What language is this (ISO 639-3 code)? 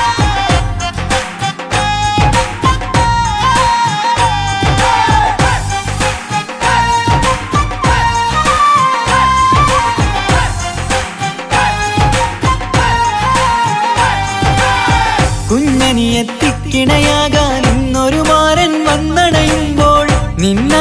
mal